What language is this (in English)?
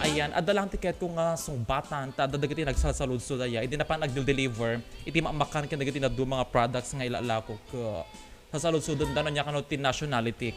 Iloko